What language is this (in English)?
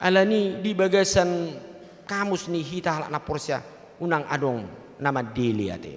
Batak Toba